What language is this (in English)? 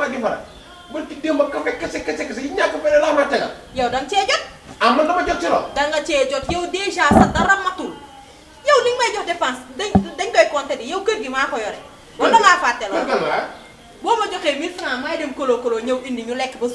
Wolof